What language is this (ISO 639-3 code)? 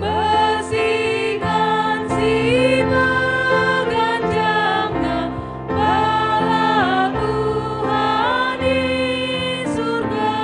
btx